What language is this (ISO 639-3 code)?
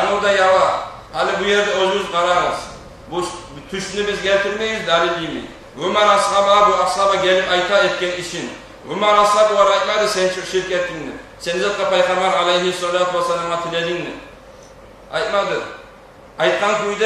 kum